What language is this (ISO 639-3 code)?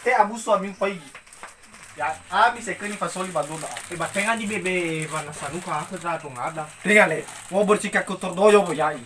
nia